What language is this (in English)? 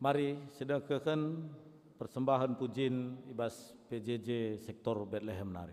Batak Karo